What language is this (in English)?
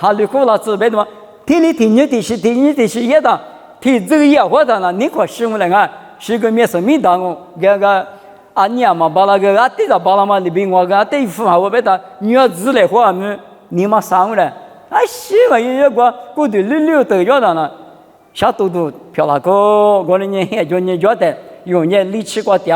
Lisu